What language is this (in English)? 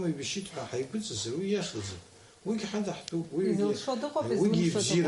Abkhazian